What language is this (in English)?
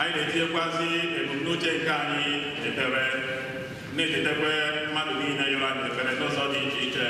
Igbo